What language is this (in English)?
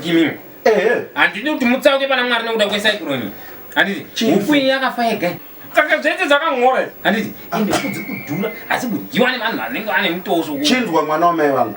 Shona